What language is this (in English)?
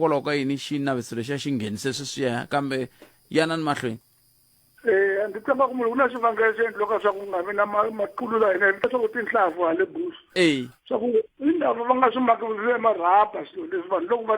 Tsonga